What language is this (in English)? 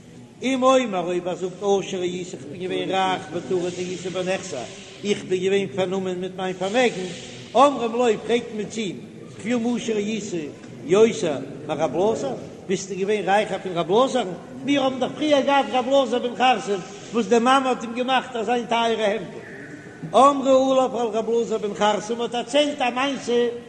Yiddish